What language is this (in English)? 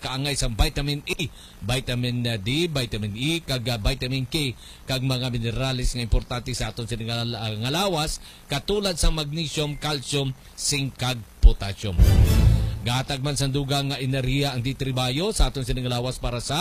Hiligaynon